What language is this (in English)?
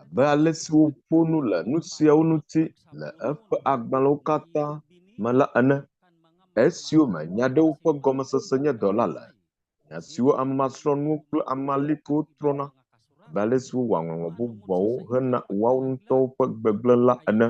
Ewe